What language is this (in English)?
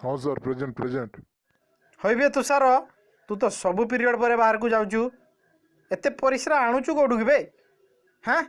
Odia